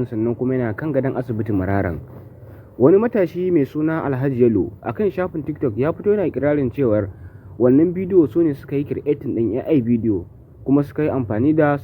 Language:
Hausa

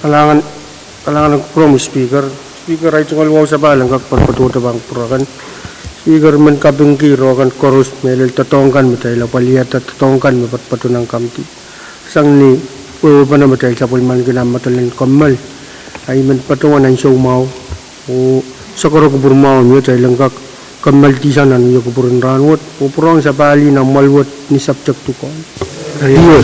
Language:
Pohnpeian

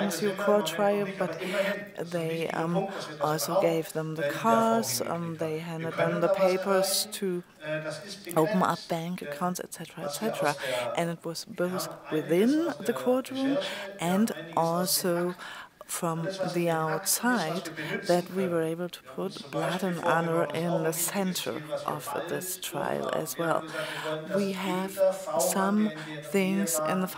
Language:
English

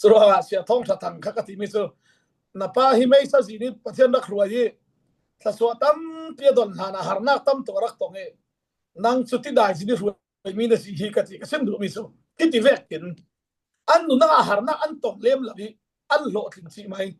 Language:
Falam Chin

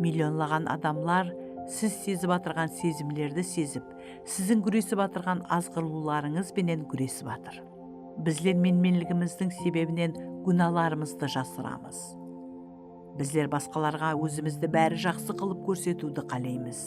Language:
Kara-Kalpak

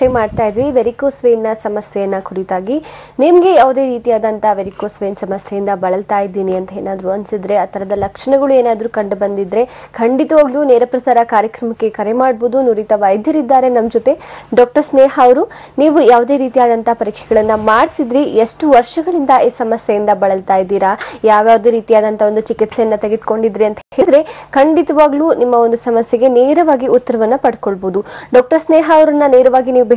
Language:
Kannada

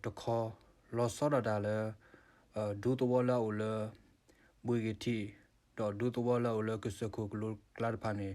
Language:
S'gaw Karen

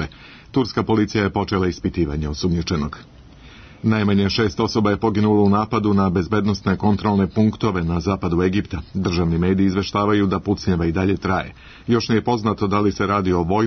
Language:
Serbian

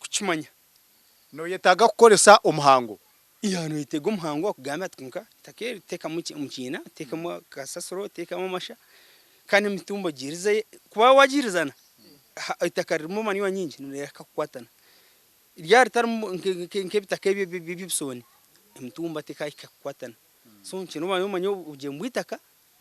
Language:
Nyankole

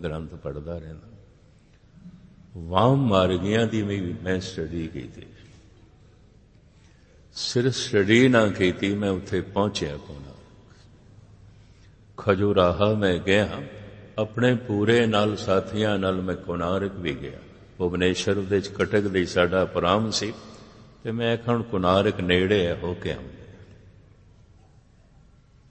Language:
Punjabi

